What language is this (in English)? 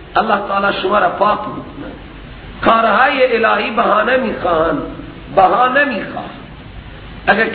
Persian